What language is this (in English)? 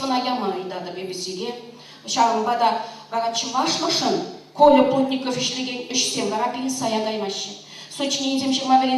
Chuvash